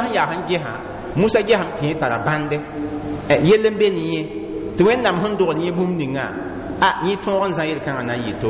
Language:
Mossi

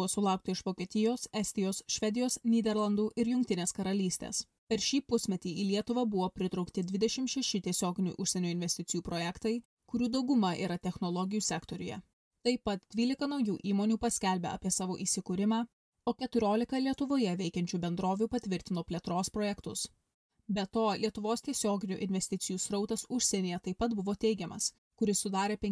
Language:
Lithuanian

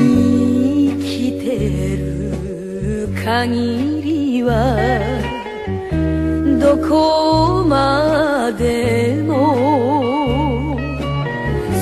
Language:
Japanese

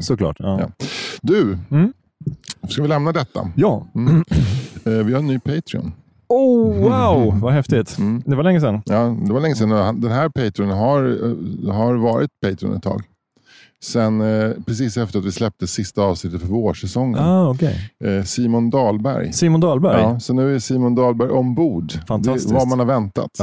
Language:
Swedish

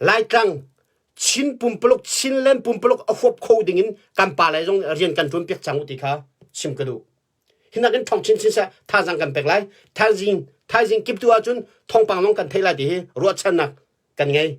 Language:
Hakha Chin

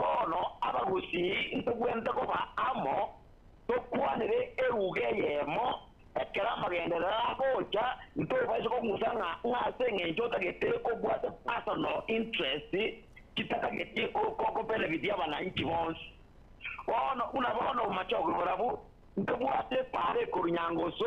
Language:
Gusii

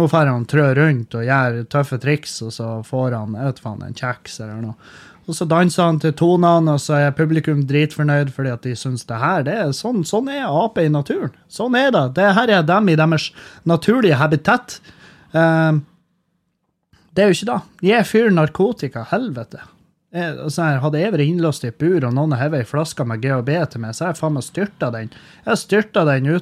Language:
Norwegian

